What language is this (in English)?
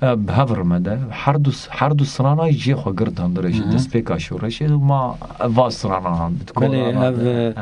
Kurdish